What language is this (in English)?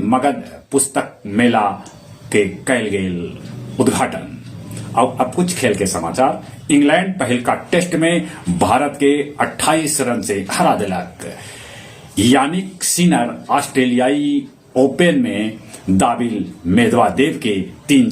Magahi